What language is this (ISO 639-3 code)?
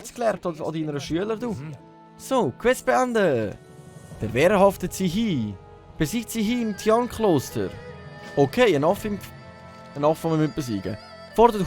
gsw